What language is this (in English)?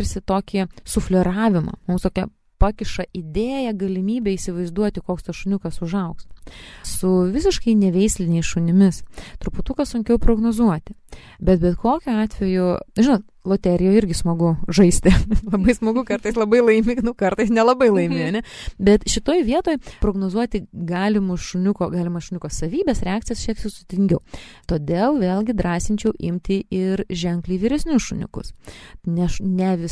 Lithuanian